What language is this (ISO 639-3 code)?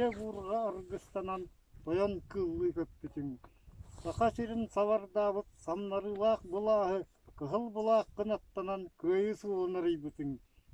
sah